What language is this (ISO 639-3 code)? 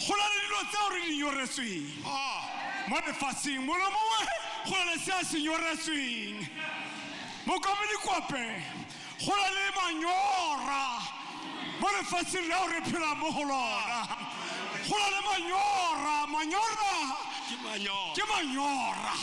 tsn